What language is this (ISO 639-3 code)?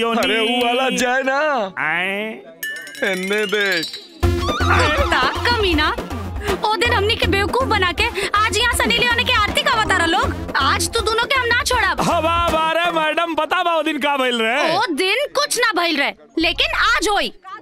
bho